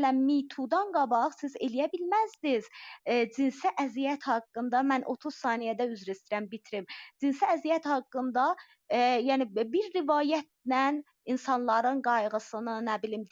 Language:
South Azerbaijani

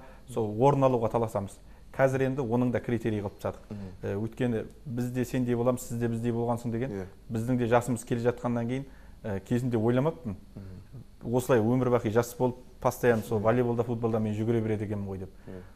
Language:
Kazakh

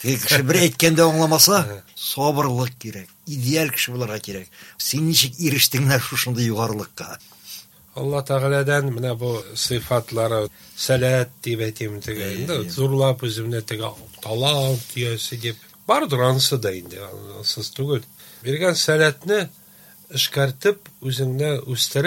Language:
Tatar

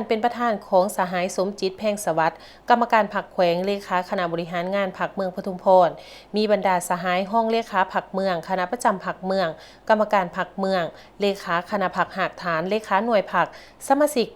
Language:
Lao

